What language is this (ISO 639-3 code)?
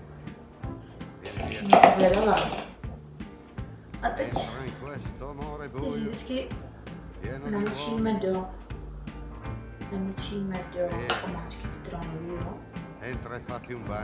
ces